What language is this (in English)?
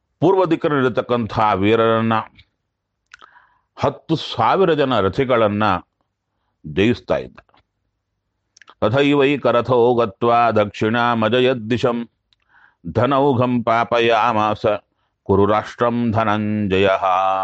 Kannada